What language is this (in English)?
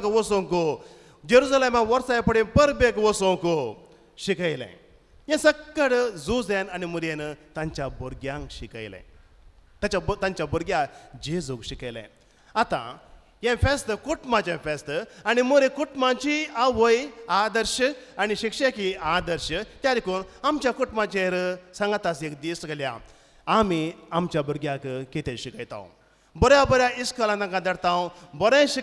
Konkani